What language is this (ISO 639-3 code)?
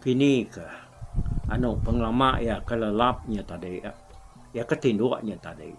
iba